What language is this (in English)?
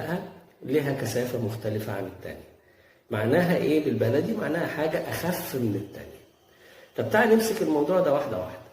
Egyptian Arabic